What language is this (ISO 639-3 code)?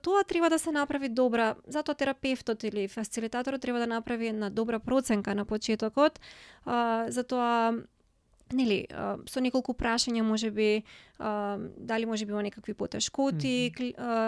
mkd